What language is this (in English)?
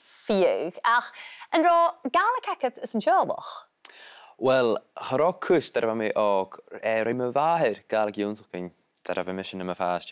Scottish Gaelic